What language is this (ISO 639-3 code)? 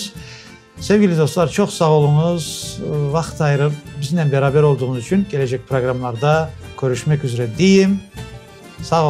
crh